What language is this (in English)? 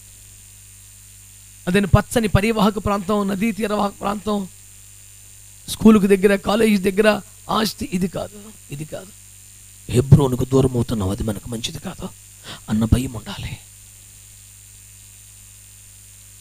Telugu